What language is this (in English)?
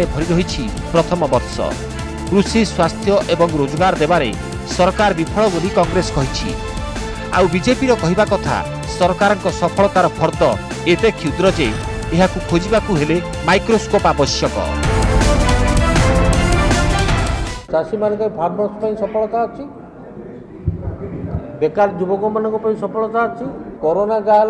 Odia